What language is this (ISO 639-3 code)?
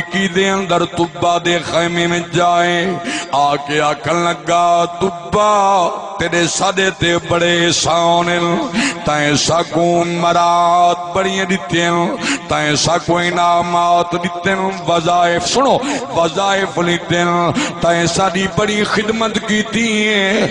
skr